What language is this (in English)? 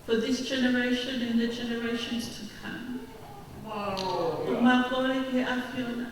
Tongan